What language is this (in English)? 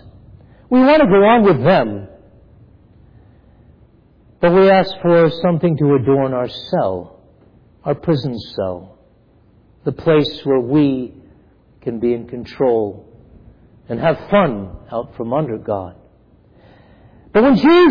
English